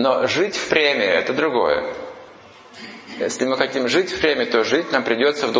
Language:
Russian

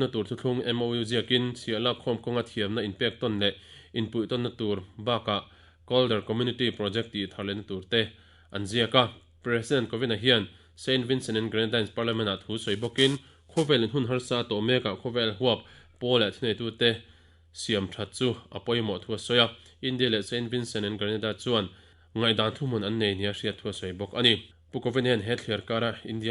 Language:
Mizo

